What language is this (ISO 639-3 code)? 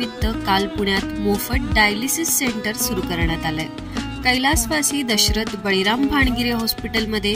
mar